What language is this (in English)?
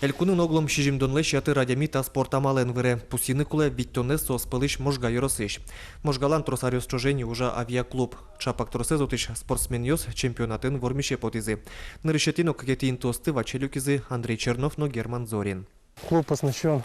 Udmurt